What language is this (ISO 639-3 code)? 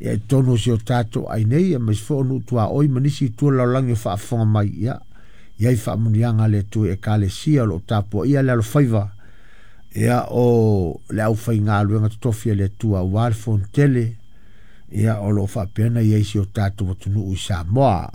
smo